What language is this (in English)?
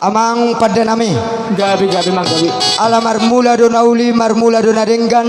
Batak Toba